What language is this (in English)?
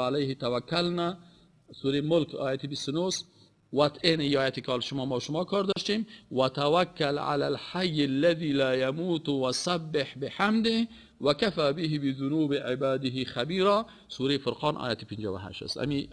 Persian